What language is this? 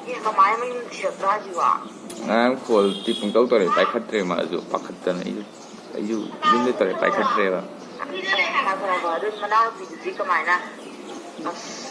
Manipuri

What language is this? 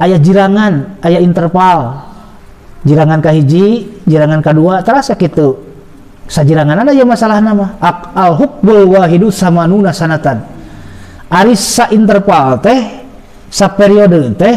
Sundanese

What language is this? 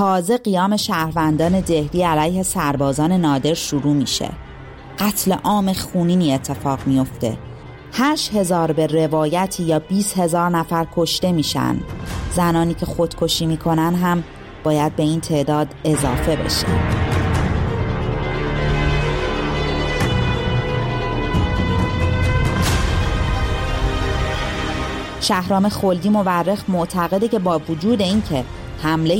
Persian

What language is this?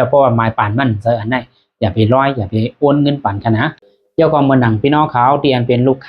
Shan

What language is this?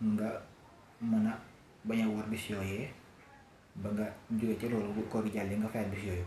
Wolof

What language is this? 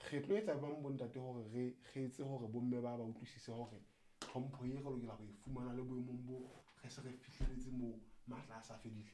Southern Sotho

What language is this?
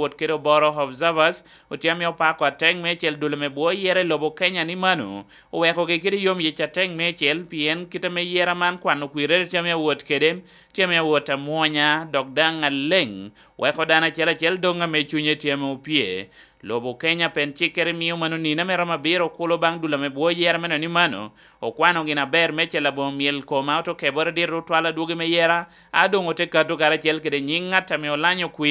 Lango (Uganda)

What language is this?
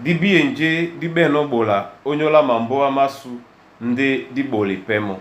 Duala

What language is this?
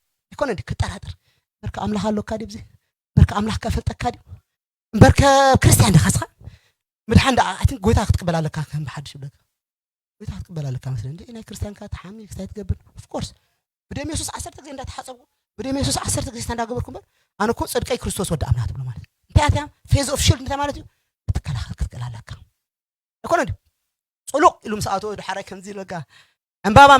Tigrinya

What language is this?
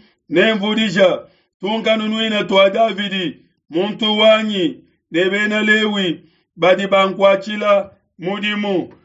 Luba-Lulua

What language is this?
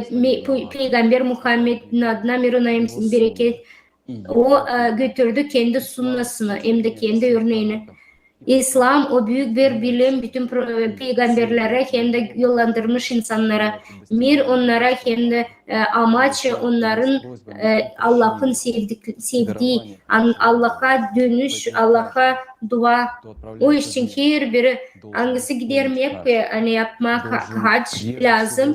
Gagauz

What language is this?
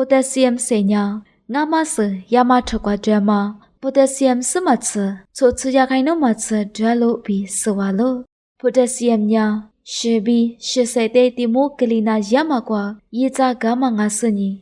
Lisu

